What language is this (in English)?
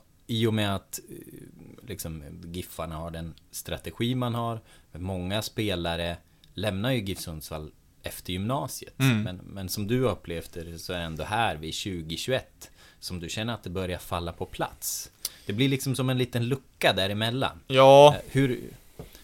Swedish